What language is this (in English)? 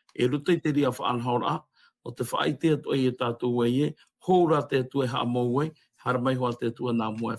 Tahitian